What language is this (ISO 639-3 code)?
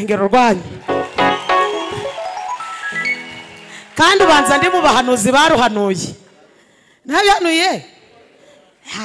kin